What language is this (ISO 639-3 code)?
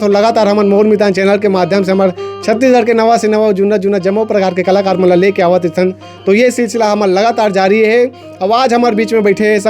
hne